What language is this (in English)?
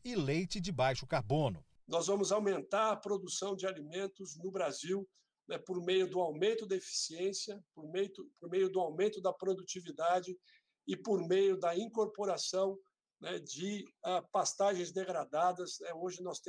Portuguese